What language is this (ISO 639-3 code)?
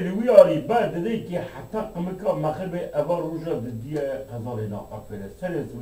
kur